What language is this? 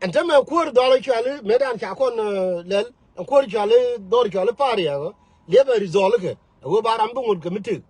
Nuer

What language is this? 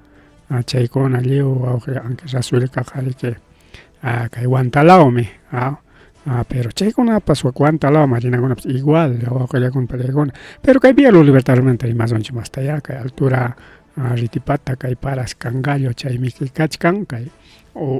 Ayacucho Quechua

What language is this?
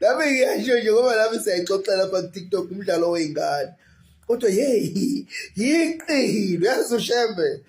Zulu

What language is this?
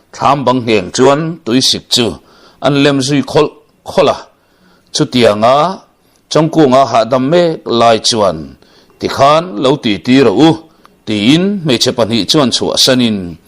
Mizo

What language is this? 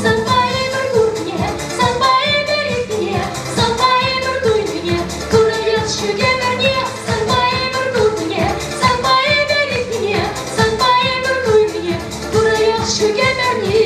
Chuvash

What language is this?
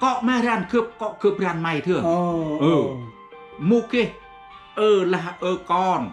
Central Mnong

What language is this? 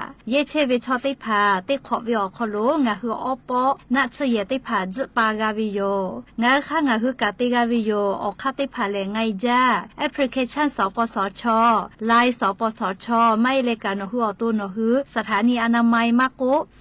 Lahu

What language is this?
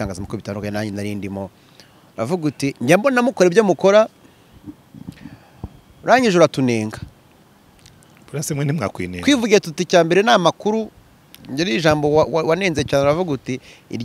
Kinyarwanda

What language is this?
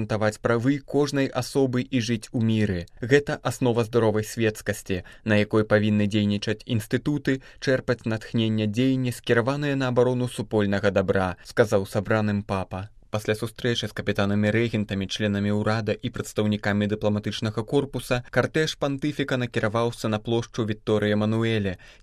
Belarusian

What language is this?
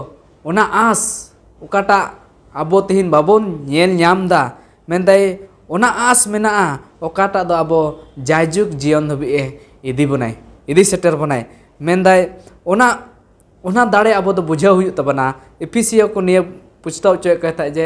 Santali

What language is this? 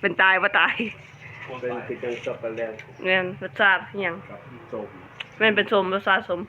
Lao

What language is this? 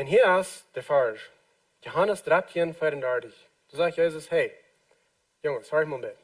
Plautdietsch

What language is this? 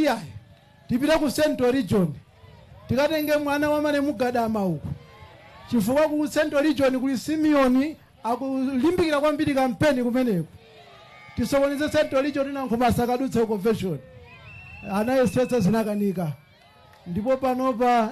Nyanja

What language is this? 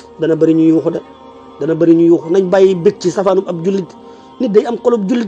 Wolof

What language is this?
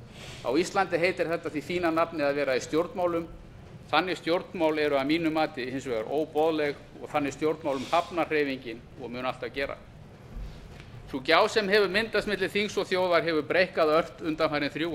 Icelandic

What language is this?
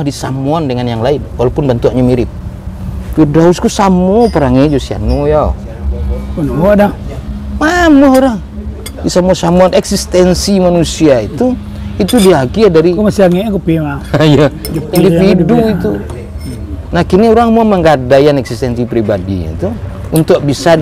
Minangkabau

